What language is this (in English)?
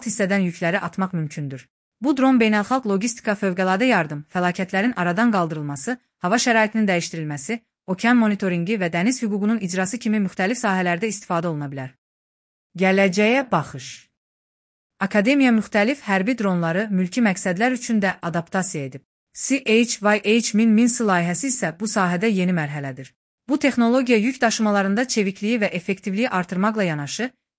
Azerbaijani